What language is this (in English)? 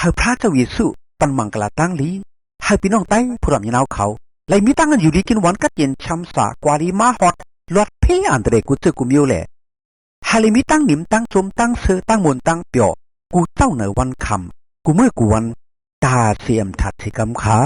Shan